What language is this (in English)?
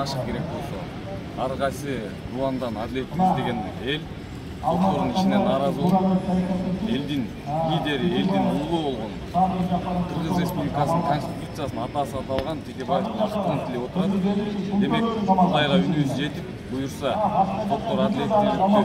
Kyrgyz